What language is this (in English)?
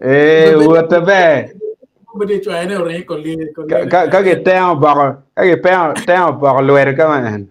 Acoli